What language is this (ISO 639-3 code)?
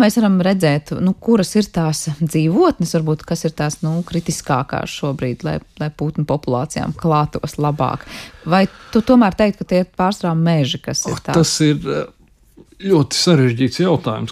lav